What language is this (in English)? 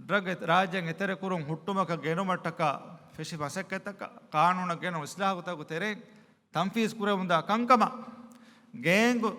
Divehi